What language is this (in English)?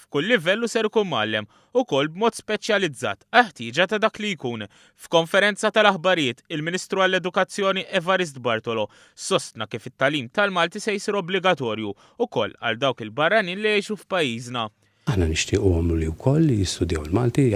Maltese